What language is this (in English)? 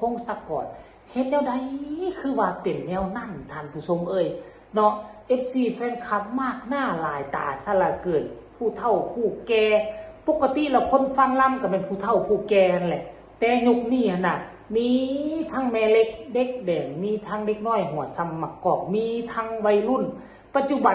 Northeastern Thai